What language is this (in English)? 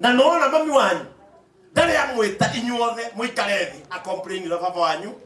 Kikuyu